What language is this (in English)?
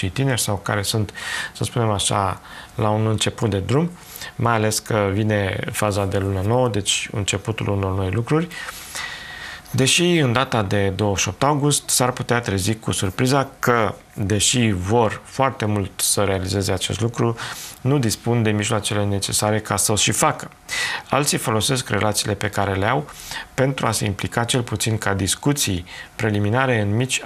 Romanian